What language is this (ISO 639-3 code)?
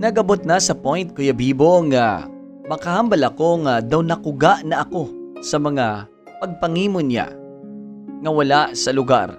hil